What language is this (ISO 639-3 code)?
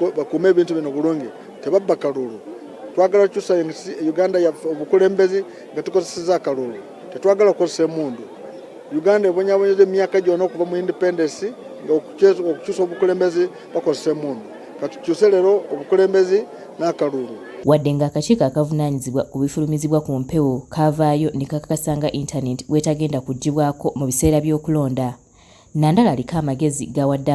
lug